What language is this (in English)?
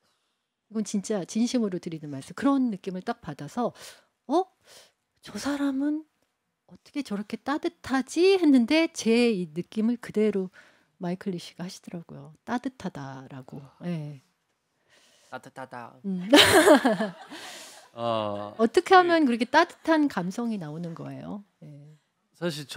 Korean